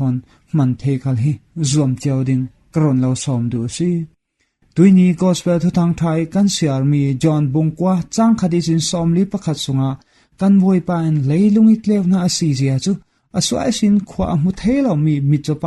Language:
Falam Chin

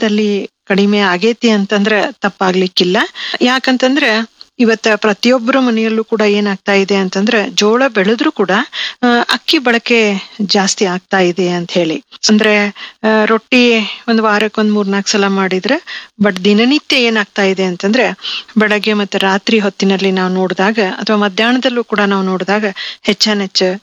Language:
Kannada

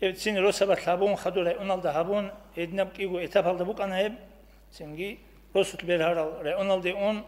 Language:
Avaric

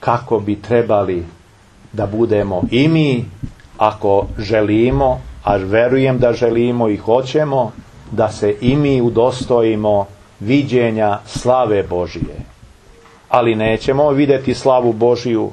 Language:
Serbian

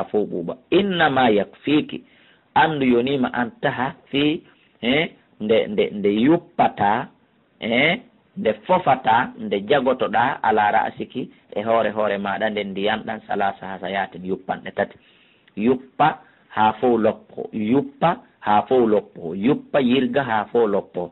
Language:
Fula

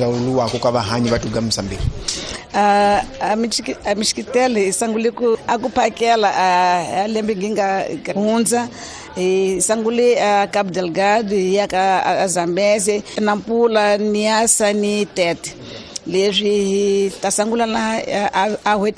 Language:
Tsonga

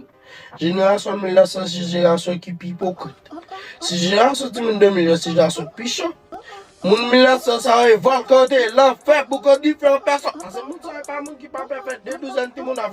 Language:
Haitian Creole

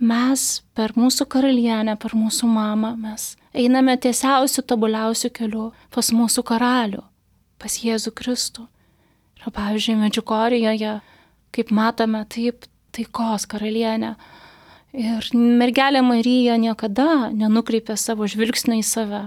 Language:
Lithuanian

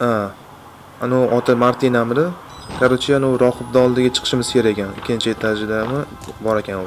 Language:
Uzbek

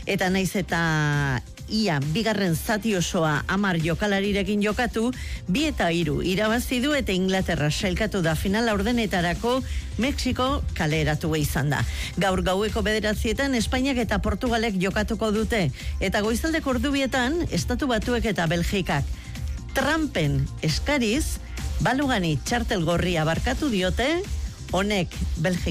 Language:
Basque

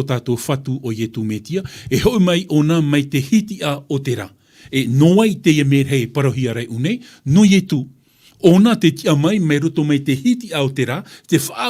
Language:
Tahitian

